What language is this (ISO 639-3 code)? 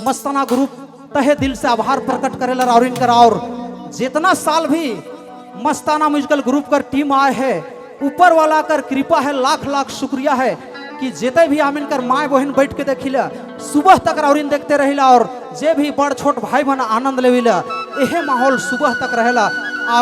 sck